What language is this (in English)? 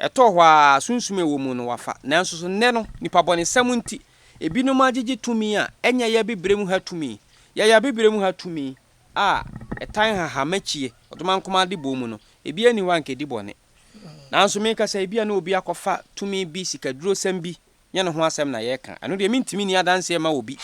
Akan